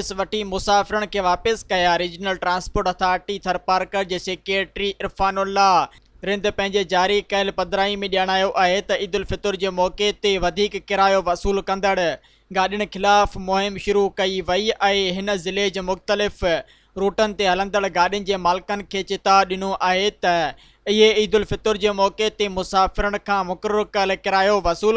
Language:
Sindhi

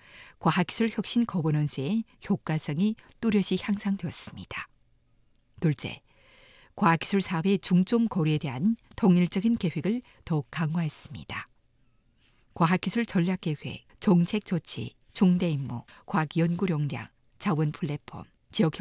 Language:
Korean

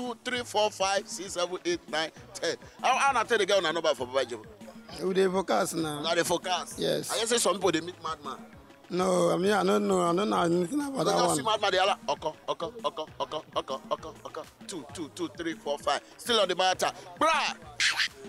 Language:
Nigerian Pidgin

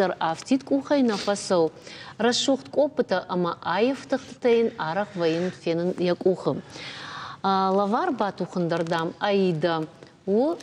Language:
Ossetic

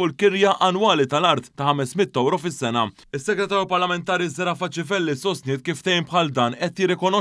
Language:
Maltese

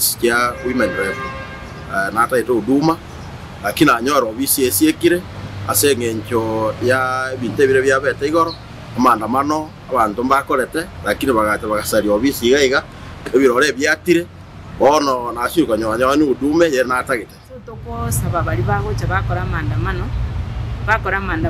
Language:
Gusii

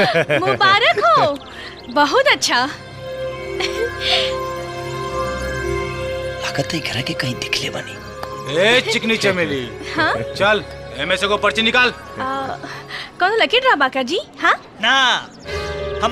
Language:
Bhojpuri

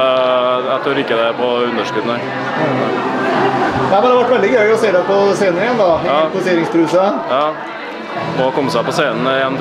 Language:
Norwegian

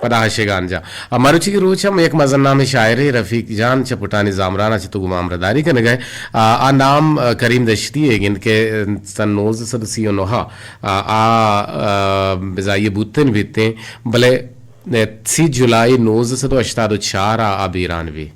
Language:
Eastern Balochi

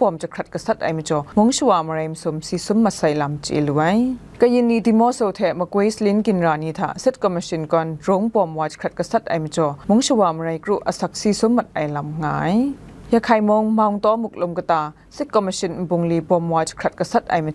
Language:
Kachin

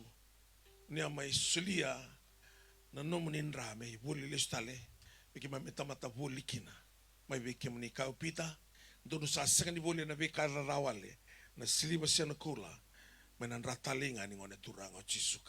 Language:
Fijian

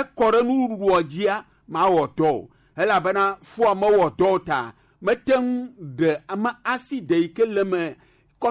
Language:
Gen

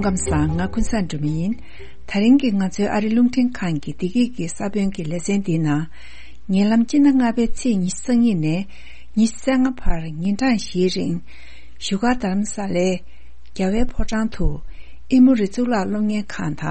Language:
Tibetan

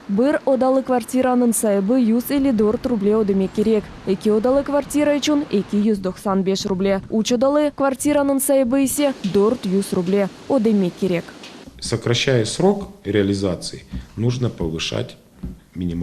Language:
Crimean Tatar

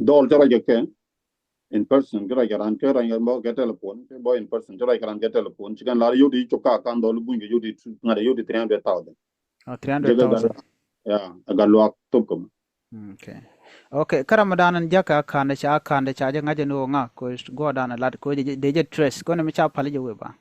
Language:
Nuer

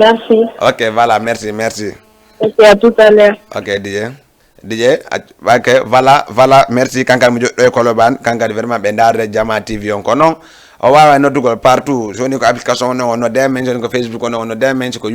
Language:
Fula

